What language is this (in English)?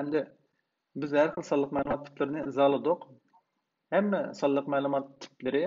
Uyghur